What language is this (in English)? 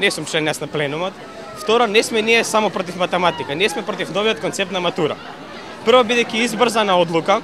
Macedonian